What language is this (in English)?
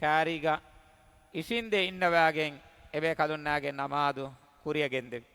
Divehi